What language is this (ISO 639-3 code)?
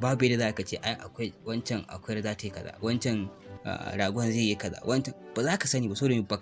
hau